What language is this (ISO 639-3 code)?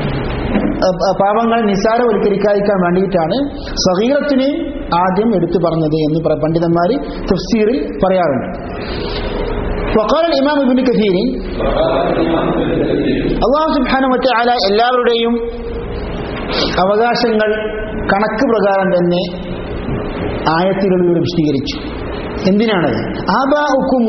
mal